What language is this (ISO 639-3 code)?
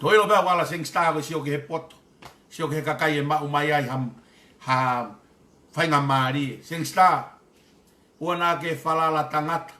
ton